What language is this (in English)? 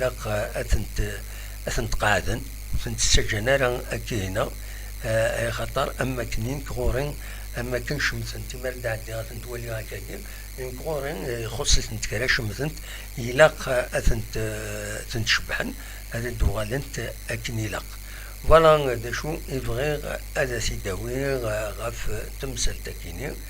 Kabyle